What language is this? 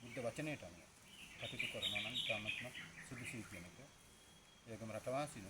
Sinhala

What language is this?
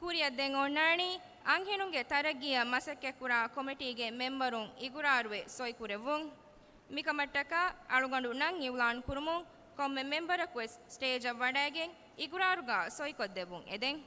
Divehi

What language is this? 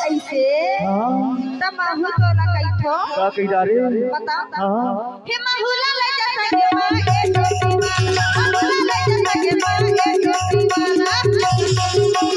Chhattisgarhi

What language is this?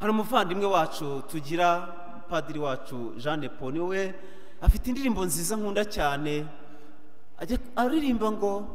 Kinyarwanda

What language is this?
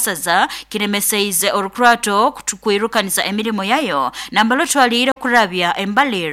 Nyoro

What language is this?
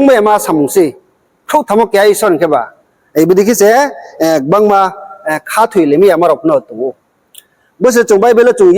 Riang (India)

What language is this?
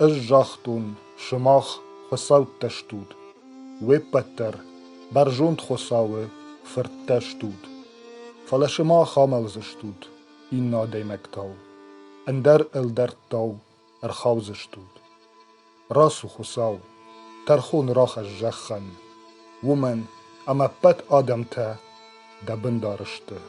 Ossetic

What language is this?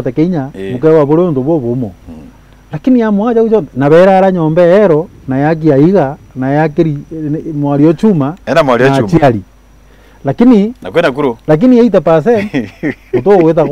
Meru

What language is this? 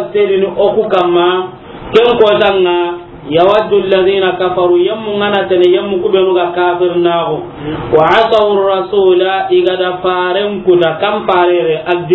Soninke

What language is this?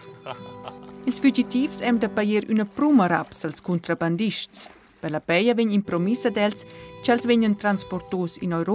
Romansh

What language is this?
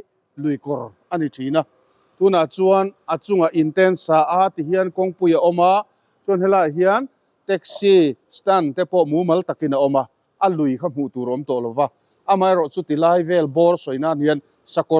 Mizo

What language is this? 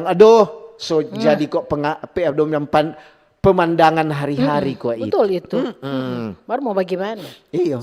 Manado Malay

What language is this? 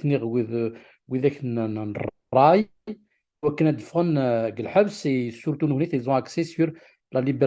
Kabyle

